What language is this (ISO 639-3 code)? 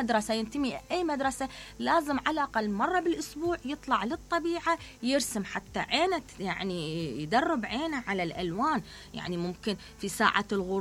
acm